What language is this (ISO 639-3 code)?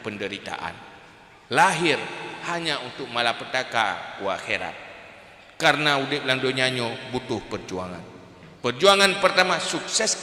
ace